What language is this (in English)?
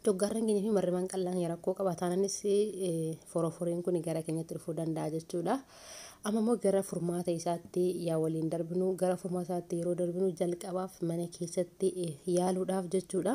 Oromo